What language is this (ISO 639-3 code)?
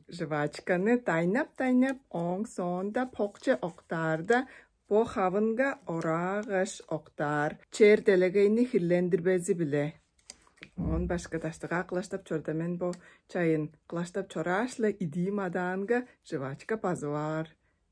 tyv